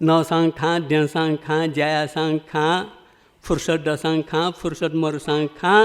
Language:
Newari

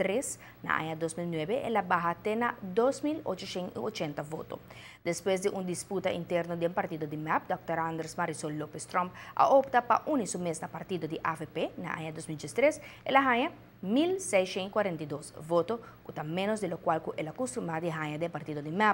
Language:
Papiamento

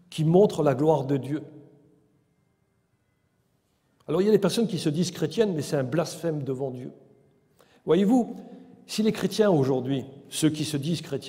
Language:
French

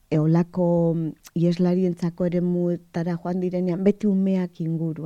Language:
Basque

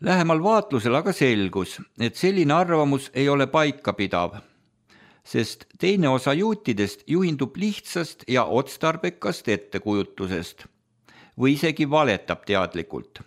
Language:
Estonian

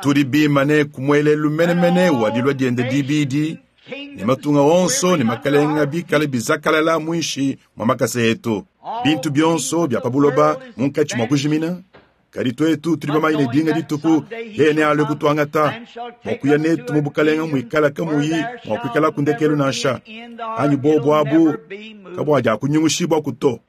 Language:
Luba-Lulua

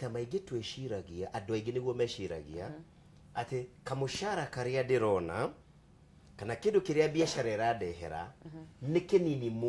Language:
Kikuyu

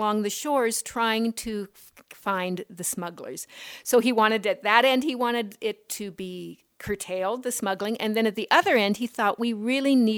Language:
English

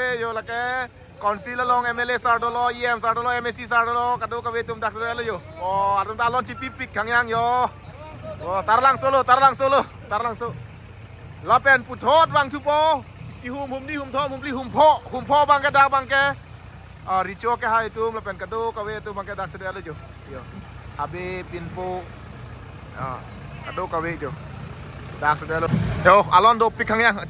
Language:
Karbi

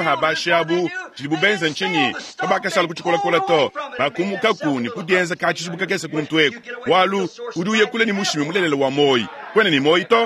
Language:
Luba-Lulua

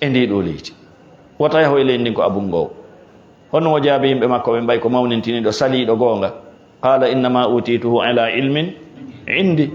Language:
Fula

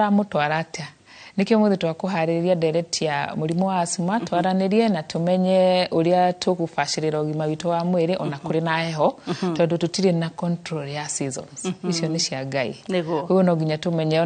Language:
Kikuyu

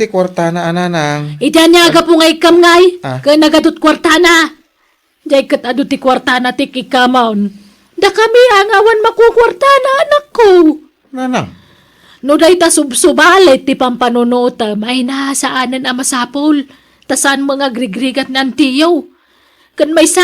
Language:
Iloko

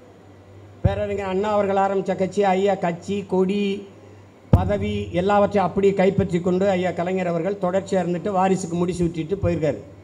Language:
Tamil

